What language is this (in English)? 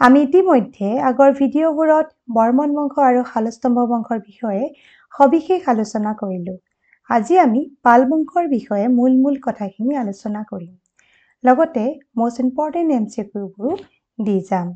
Assamese